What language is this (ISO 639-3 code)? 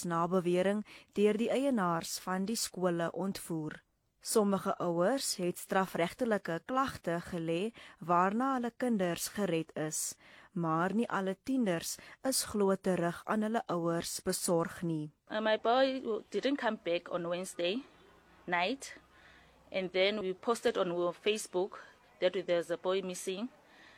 afr